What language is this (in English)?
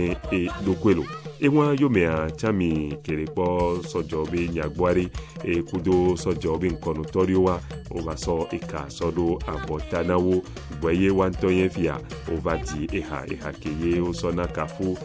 Ewe